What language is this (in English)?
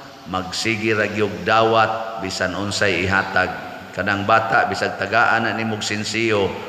Cebuano